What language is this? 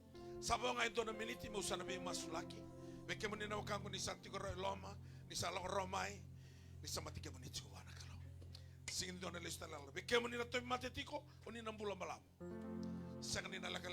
Fijian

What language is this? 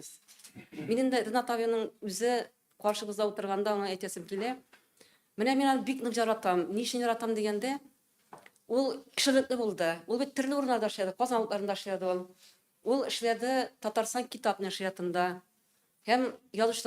Tatar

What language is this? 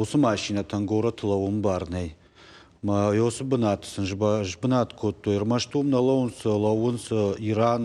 Ossetic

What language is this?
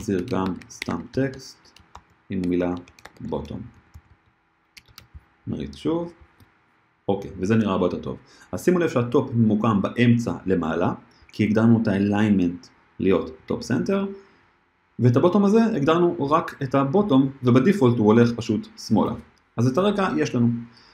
Hebrew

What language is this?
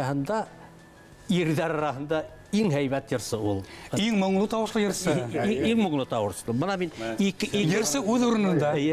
Bashkir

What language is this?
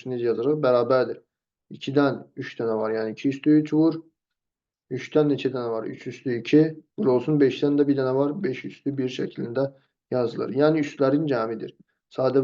Azerbaijani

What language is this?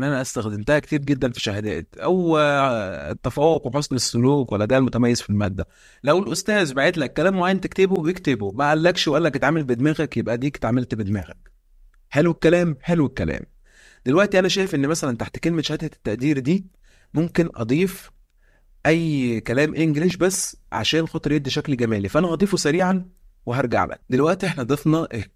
Egyptian Arabic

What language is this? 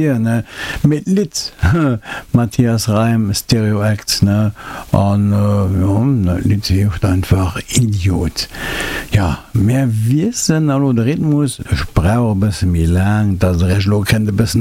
Luxembourgish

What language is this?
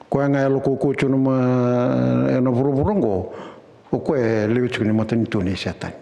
Fijian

